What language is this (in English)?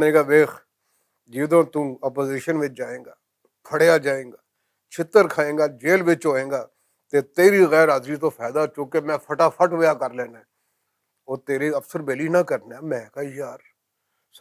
Western Panjabi